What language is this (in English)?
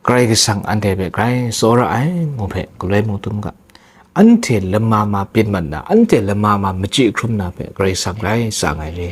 Kachin